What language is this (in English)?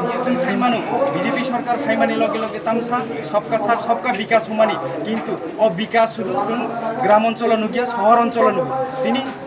Kok Borok